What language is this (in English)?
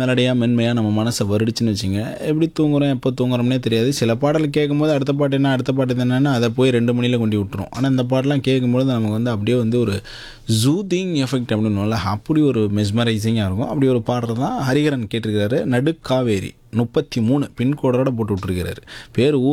Tamil